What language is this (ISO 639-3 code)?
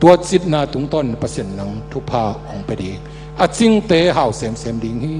ctd